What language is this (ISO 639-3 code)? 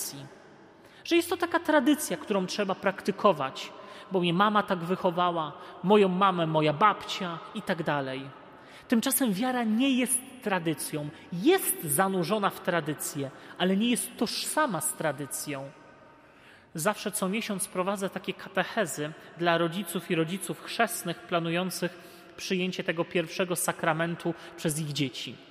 pol